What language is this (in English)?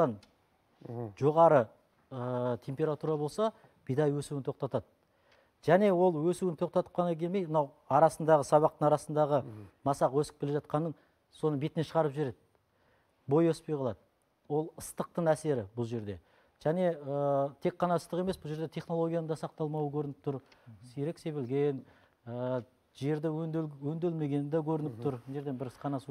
Kazakh